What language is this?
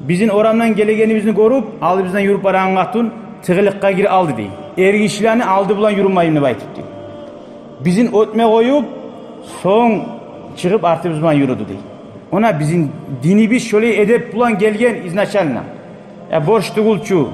Kumyk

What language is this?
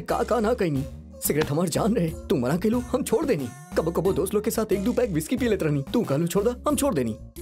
Bhojpuri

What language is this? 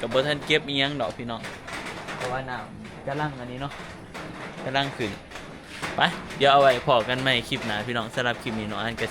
Northeastern Thai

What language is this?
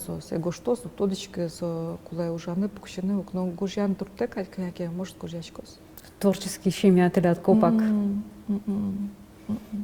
Udmurt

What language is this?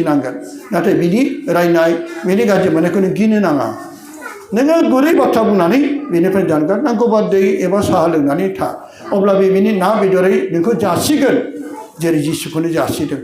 Bodo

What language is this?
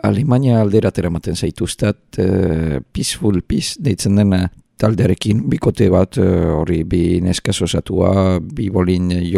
Basque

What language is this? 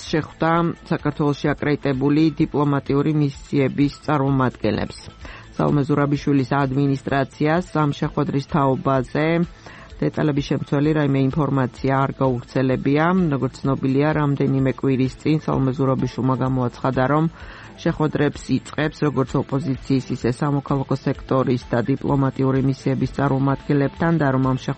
Georgian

